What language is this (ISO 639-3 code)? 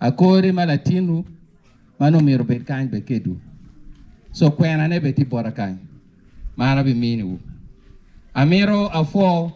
ach